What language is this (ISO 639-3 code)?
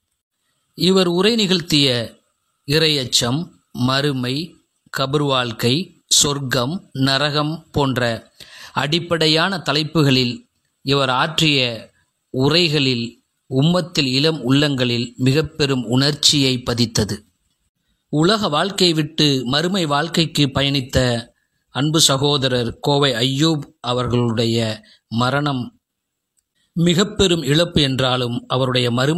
tam